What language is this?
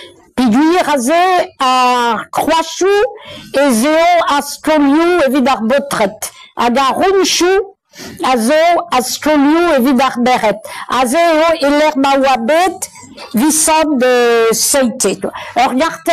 Breton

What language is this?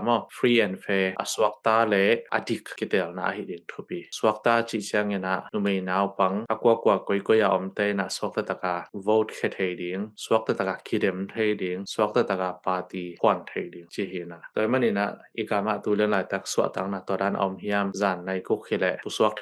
Tedim Chin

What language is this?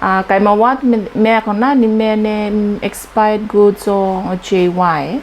Tuvalu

